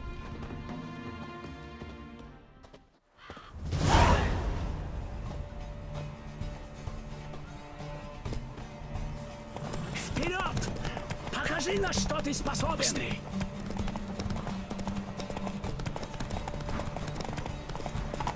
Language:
Russian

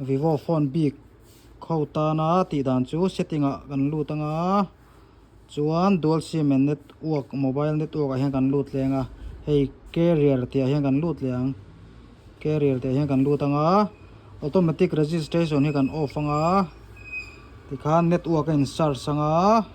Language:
Mizo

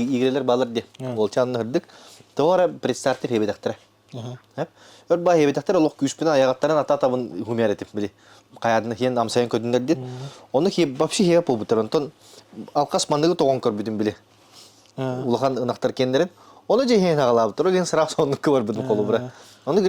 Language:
Yakut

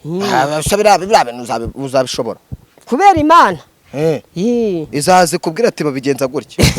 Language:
Kinyarwanda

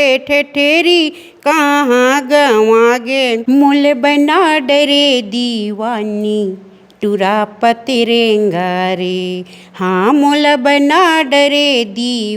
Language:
Chhattisgarhi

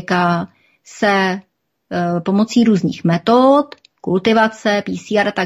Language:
Czech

